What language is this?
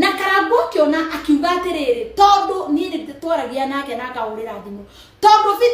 Kikuyu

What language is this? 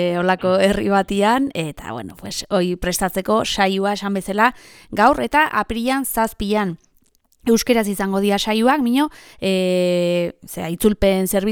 Basque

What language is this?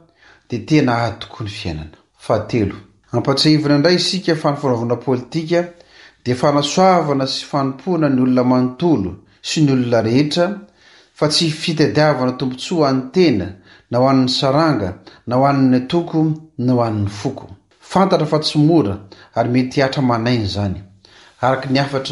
Malagasy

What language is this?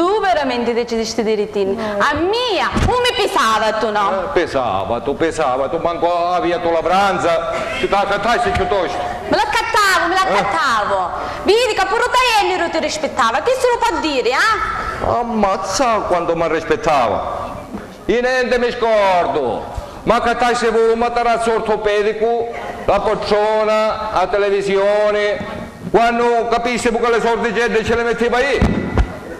Sicilian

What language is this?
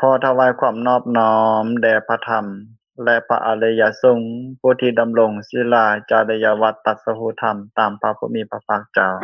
Lao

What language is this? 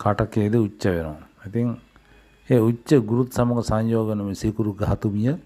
Sinhala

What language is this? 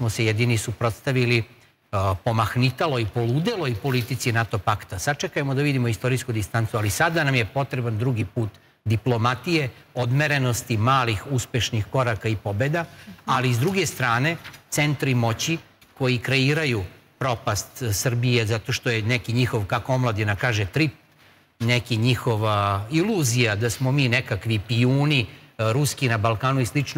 Serbian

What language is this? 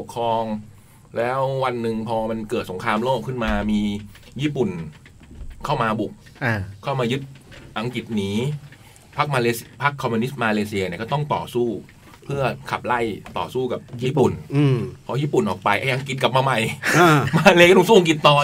Thai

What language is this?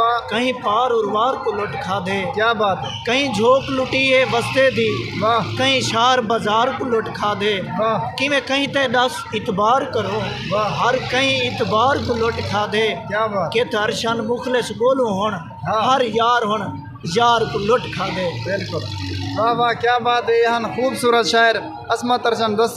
Saraiki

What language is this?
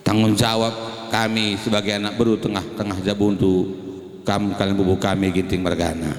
Batak Karo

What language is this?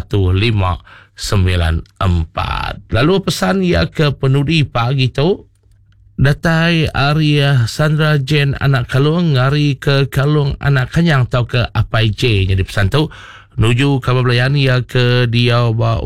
Iban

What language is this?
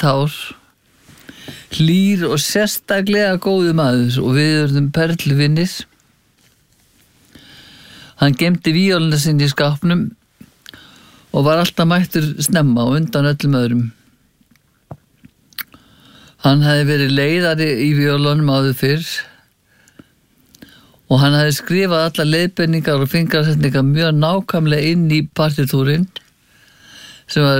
Icelandic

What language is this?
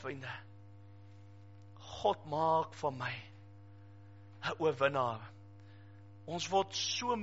Afrikaans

